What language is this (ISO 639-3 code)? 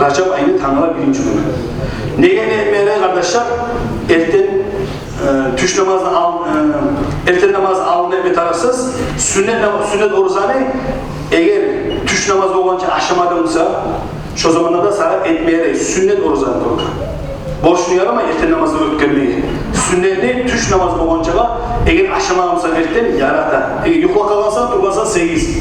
kum